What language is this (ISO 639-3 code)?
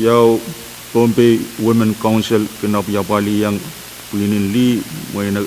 pon